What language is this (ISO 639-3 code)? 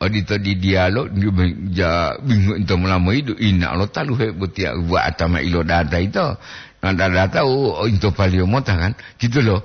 gor